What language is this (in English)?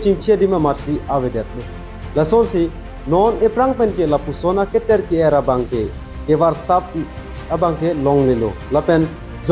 Karbi